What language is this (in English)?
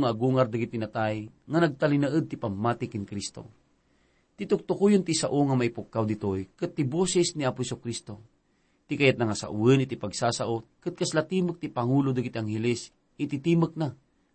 Iloko